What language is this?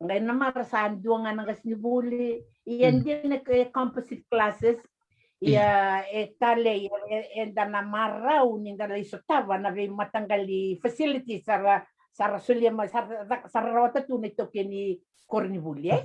Fijian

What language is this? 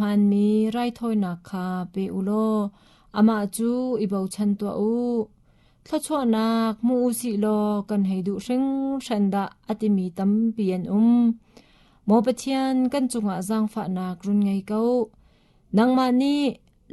Hakha Chin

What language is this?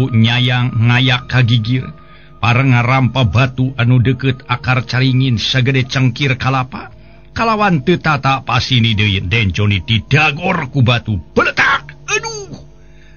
Sundanese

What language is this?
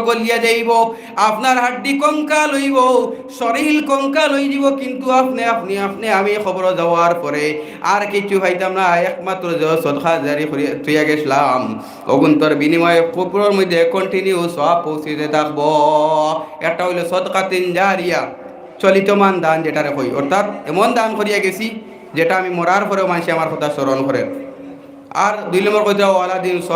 Sylheti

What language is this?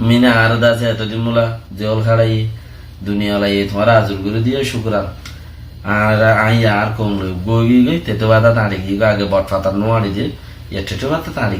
Rohingya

